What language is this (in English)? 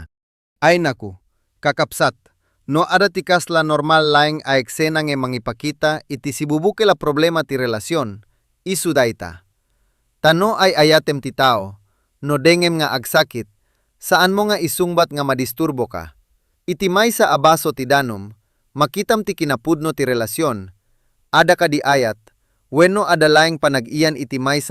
Iloko